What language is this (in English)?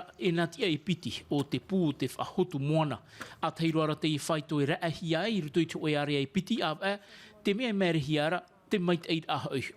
Tahitian